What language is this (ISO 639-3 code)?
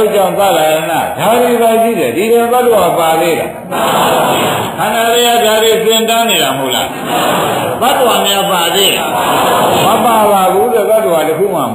mya